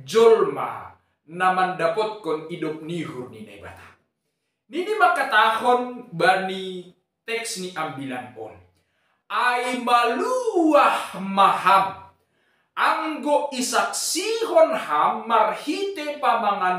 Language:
Batak Simalungun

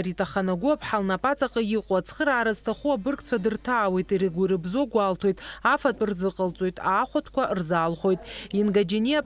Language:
Abkhazian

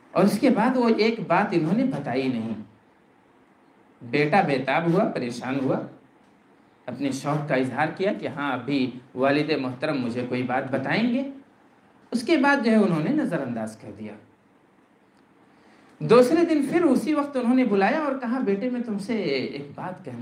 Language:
Urdu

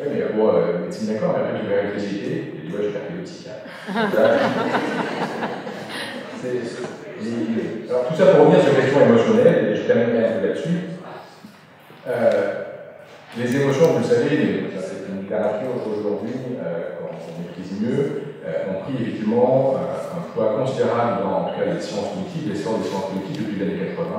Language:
French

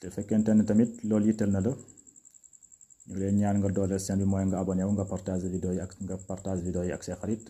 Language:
Wolof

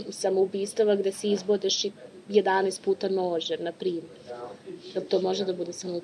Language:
Serbian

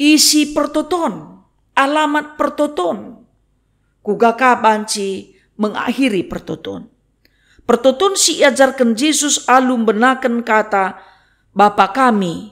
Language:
Batak Karo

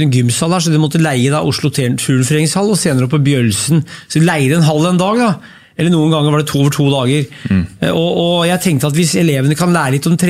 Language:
Norwegian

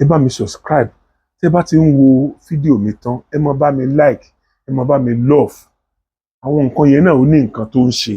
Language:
Yoruba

